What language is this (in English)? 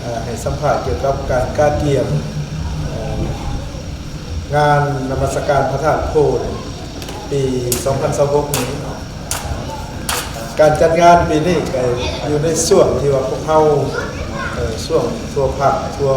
Lao